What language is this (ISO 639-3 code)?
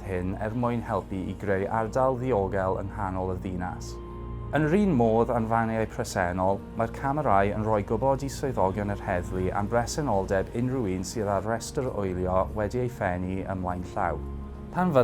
cym